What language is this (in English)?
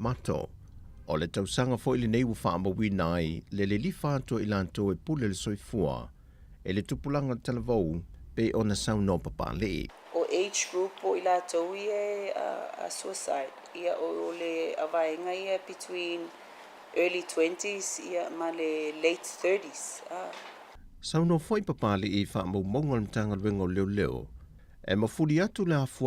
Samoan